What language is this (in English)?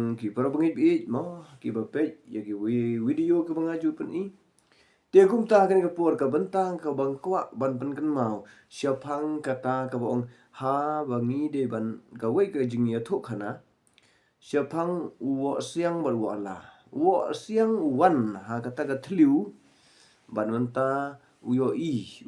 Khasi